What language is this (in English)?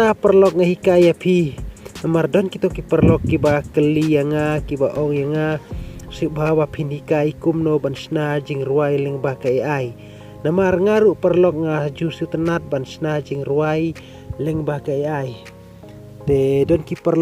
Khasi